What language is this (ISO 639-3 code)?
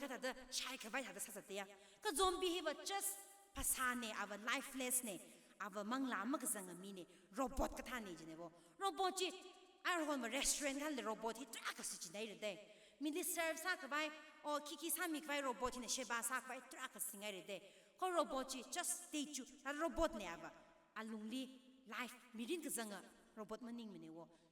nmf